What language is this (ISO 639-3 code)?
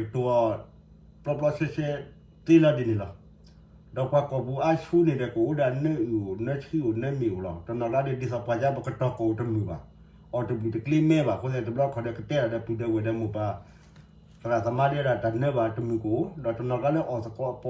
ksw